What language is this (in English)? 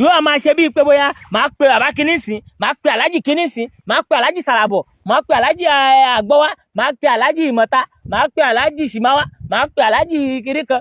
Yoruba